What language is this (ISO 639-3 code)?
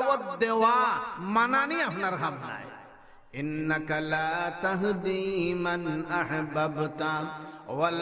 syl